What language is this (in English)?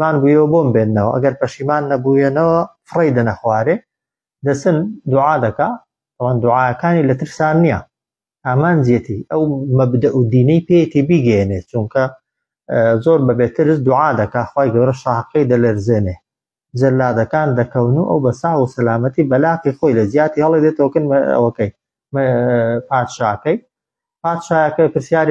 Central Kurdish